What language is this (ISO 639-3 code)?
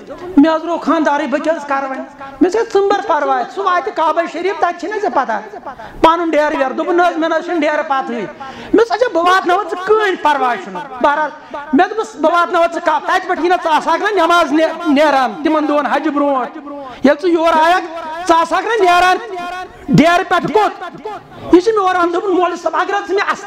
kas